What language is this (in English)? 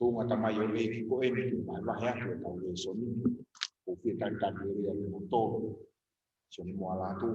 Tongan